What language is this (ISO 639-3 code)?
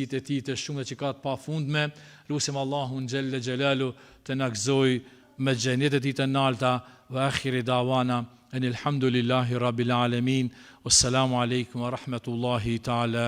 sqi